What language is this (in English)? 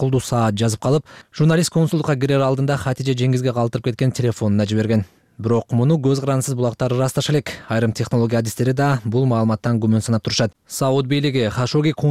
Kyrgyz